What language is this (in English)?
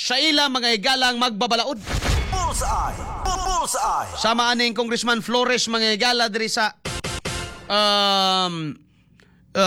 Cebuano